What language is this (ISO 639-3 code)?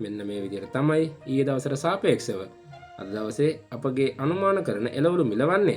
sin